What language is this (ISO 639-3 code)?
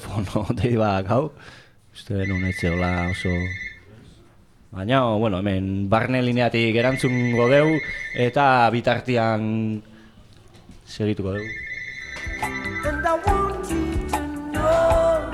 eus